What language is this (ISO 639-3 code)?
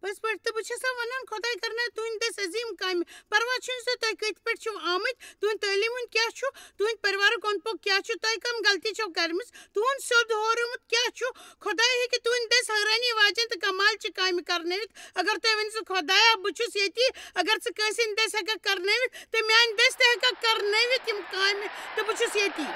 kas